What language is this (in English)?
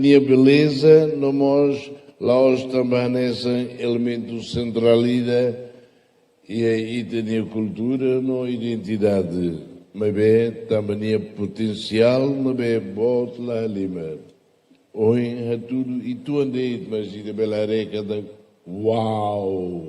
Tetum